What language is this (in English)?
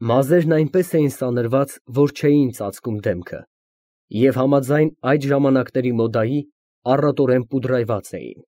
Armenian